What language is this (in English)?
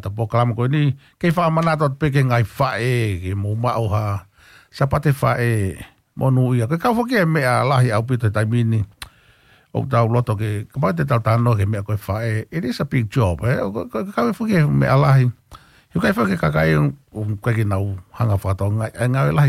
Tongan